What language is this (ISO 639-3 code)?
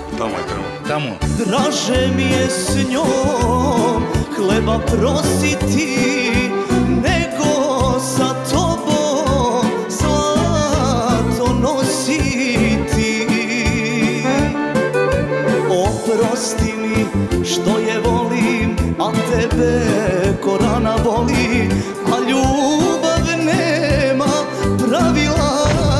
srp